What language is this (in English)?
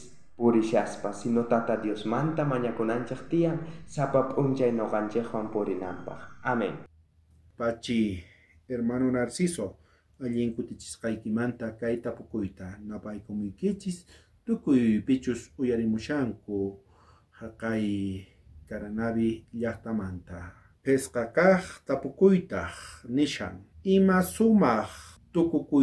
South Bolivian Quechua